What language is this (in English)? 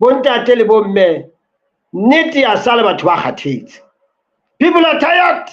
Southern Sotho